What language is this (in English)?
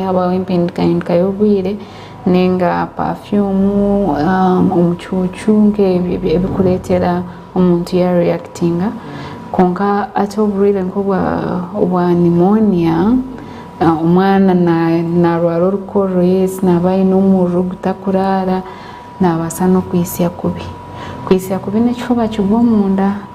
Nyankole